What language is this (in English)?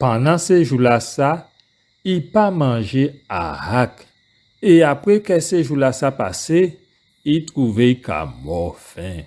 Guadeloupean Creole French